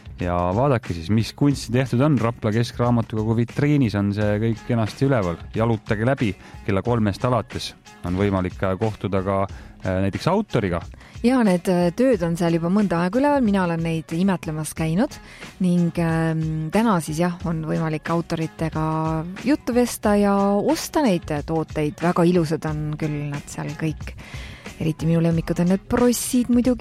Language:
Estonian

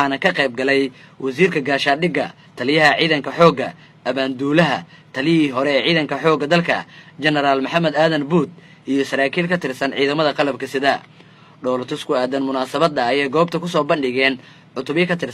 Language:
Somali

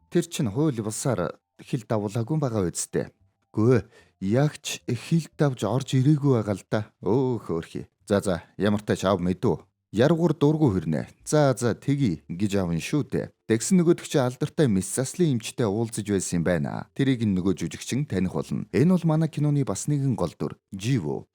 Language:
Mongolian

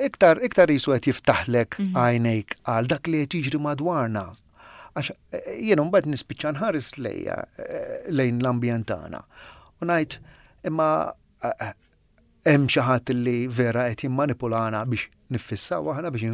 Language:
Maltese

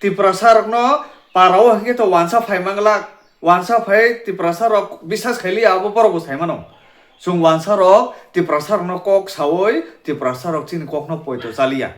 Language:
Kok Borok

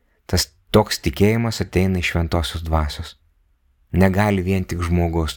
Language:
Lithuanian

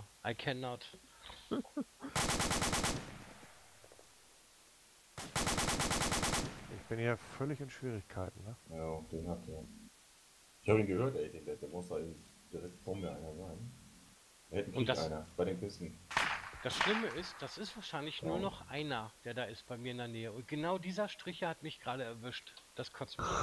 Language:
German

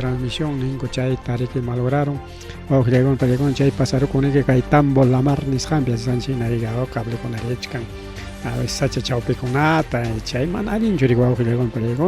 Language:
Ayacucho Quechua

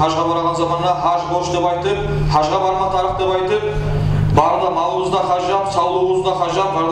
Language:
Kumyk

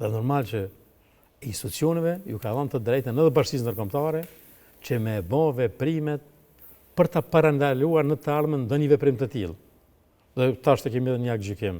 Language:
Albanian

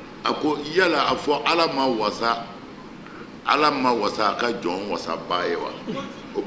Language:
Bambara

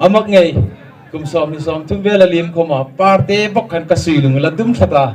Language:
Hmar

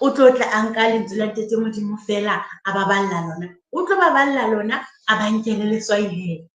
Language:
Southern Sotho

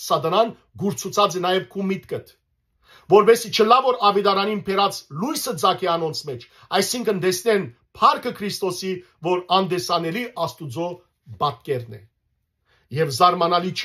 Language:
Western Armenian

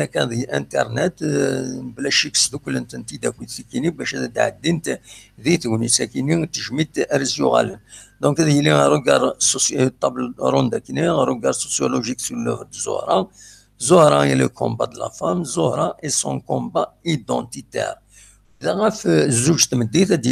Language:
Kabyle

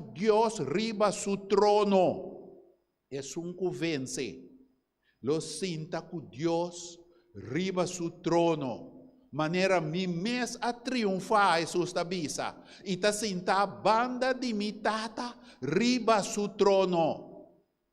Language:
Papiamento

